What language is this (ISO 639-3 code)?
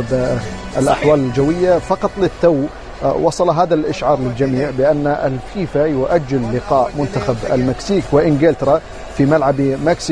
ara